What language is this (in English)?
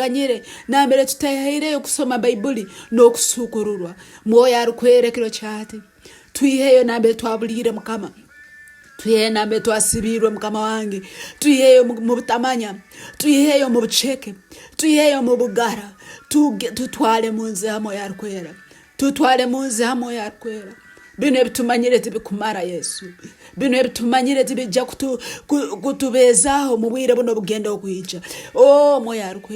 Nyankole